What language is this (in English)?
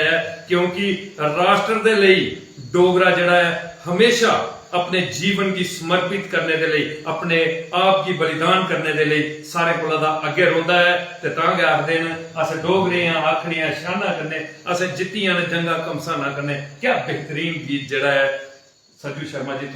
Dogri